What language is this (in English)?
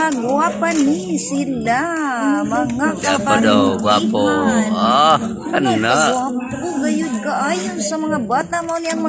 Cebuano